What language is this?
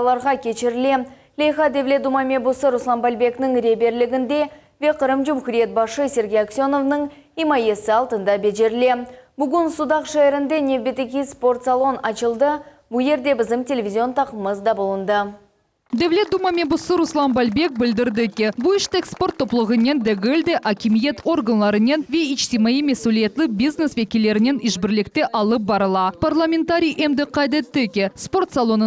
Crimean Tatar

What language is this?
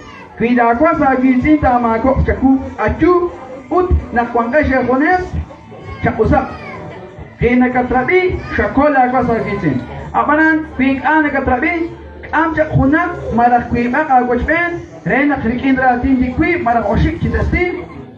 Kekchí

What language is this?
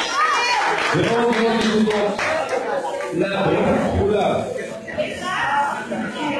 Hebrew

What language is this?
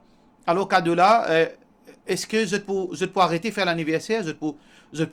Morisyen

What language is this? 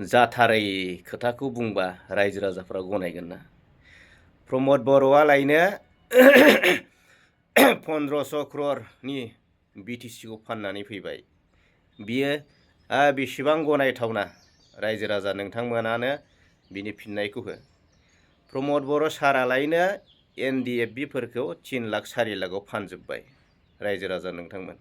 Bodo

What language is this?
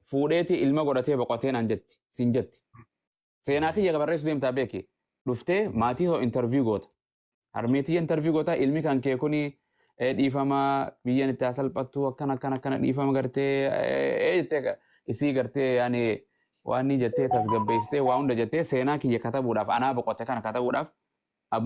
Oromo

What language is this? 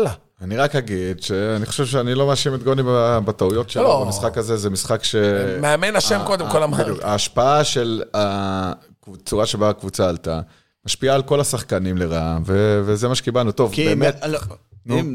Hebrew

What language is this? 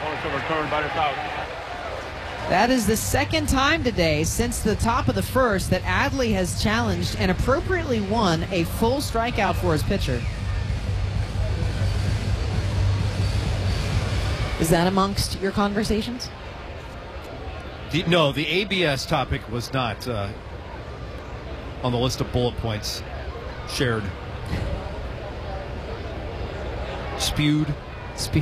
English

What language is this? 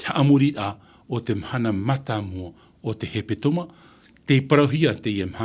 Tahitian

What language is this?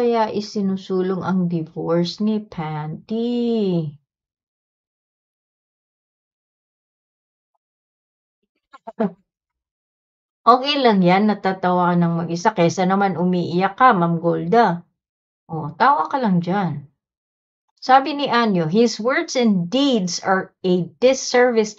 Filipino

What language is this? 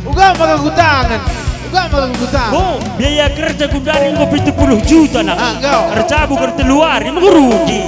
Batak Karo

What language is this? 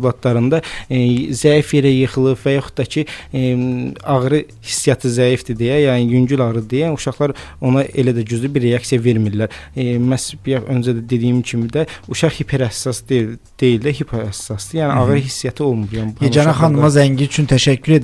Azerbaijani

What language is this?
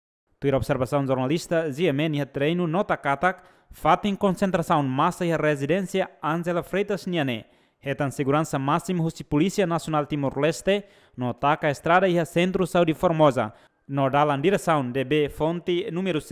Tetum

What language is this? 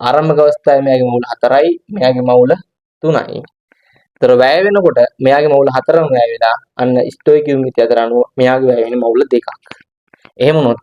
Sinhala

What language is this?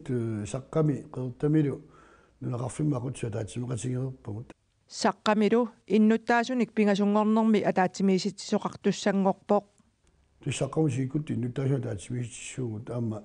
Kalaallisut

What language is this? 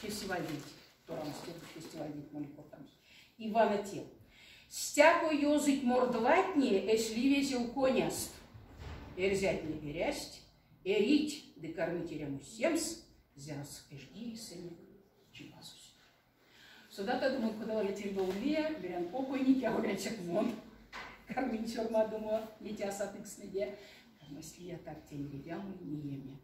Erzya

